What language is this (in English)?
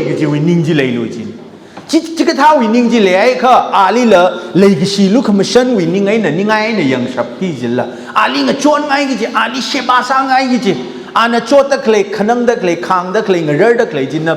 Tangkhul Naga (India)